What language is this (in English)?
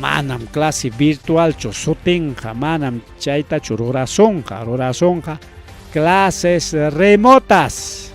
Ayacucho Quechua